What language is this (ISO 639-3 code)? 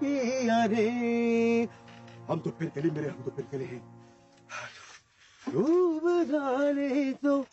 ace